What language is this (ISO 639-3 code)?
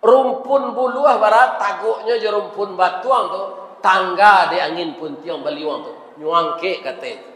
min